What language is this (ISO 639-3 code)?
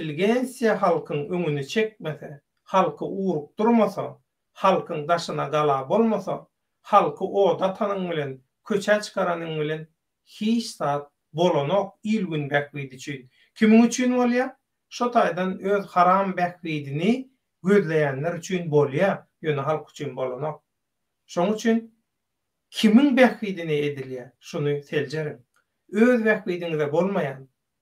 tuk